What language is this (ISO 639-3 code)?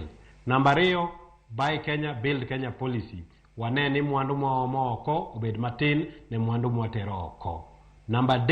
luo